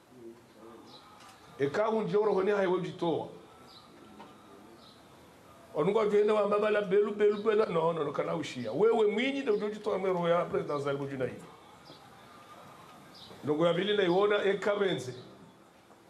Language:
Swahili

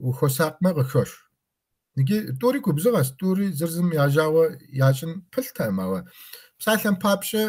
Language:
Kabardian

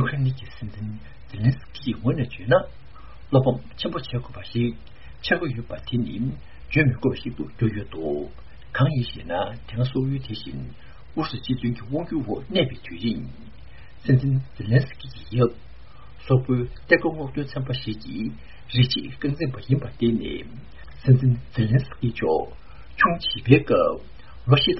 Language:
Tibetan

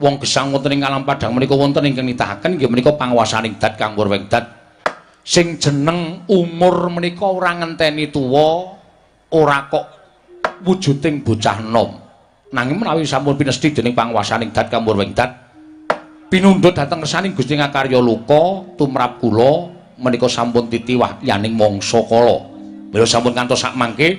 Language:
Javanese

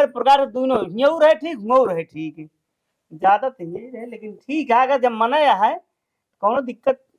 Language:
Awadhi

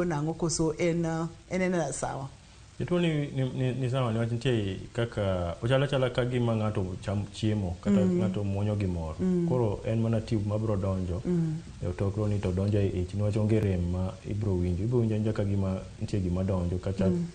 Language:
Luo (Kenya and Tanzania)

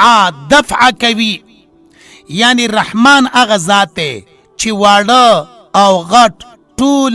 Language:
Pashto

